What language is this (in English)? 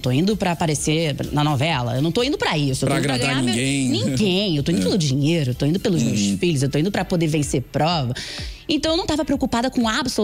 Portuguese